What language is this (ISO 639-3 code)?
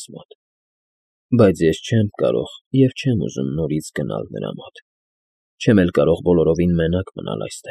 hye